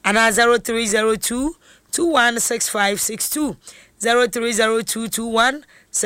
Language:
Akan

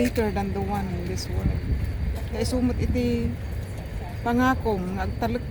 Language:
Iloko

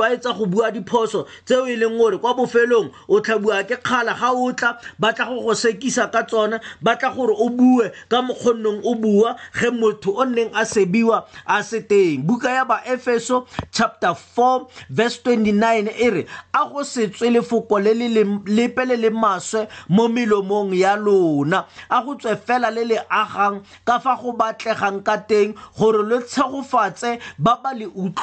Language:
Tswana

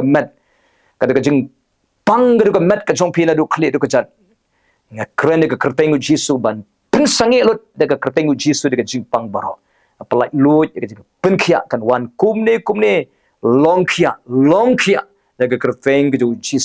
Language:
Khasi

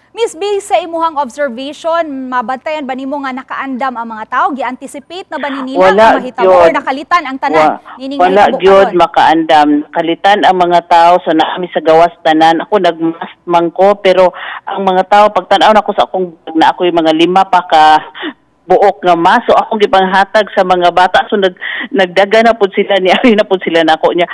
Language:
Cebuano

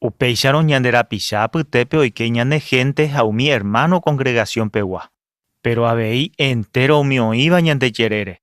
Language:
Guarani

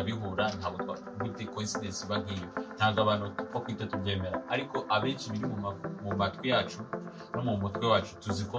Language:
Kinyarwanda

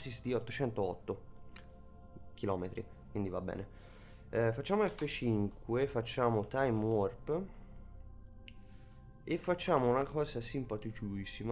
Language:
Italian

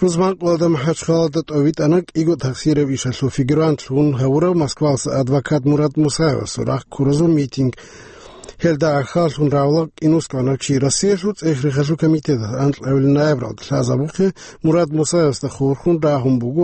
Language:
Avaric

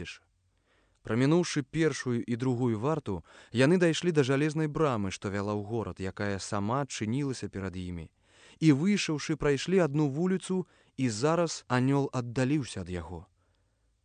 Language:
Belarusian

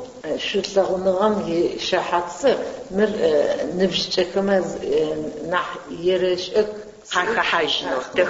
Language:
Adyghe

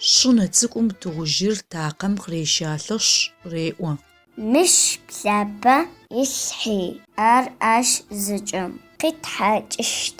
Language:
Adyghe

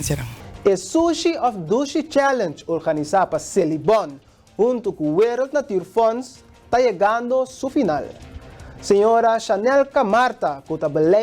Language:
Papiamento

